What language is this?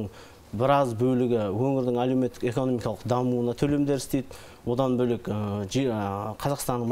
Kazakh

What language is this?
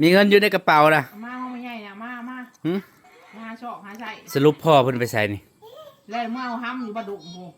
Northeastern Thai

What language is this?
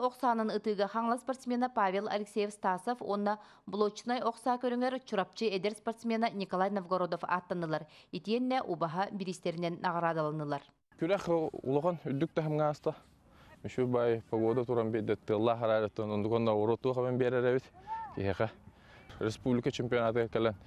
Yakut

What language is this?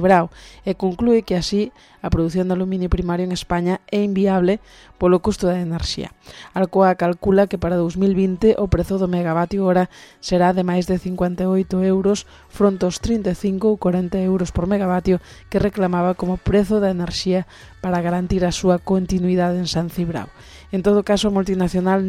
Galician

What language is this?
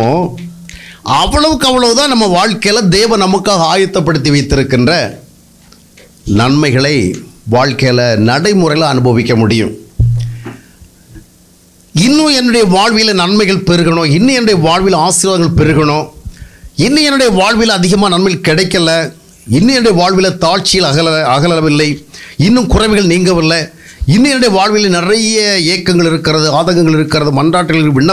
Tamil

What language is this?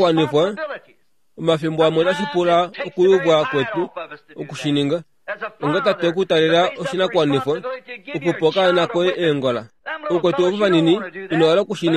Kuanyama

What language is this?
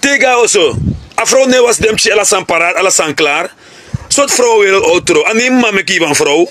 Sranan Tongo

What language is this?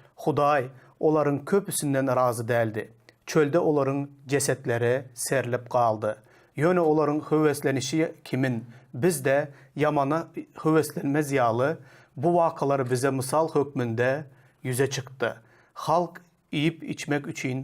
Turkmen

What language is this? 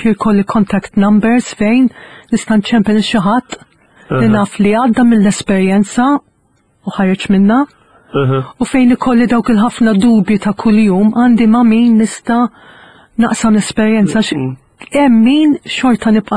Maltese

